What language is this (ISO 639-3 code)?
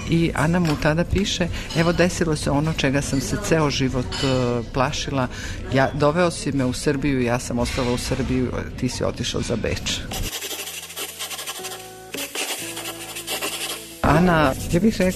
srp